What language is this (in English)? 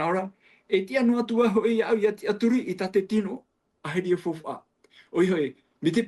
Tahitian